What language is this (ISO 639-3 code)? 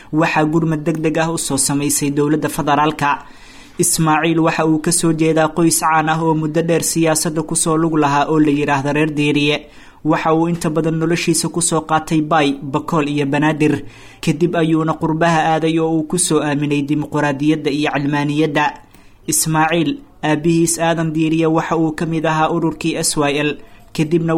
som